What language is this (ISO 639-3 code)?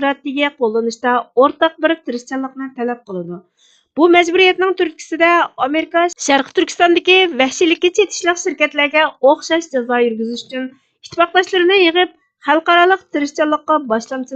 uig